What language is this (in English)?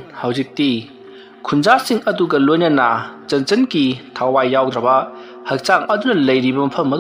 Manipuri